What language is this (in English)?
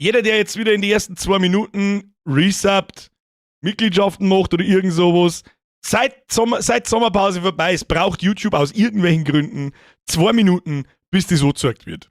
Bavarian